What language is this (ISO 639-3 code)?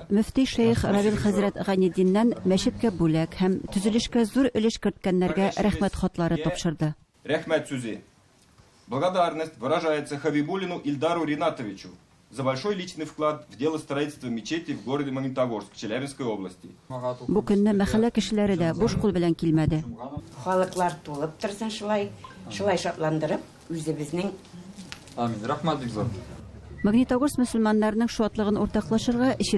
tat